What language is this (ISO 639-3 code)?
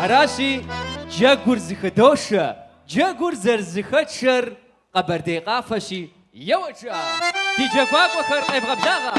kbd